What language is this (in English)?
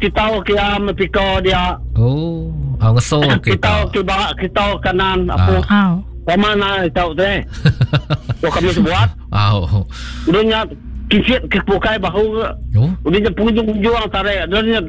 Iban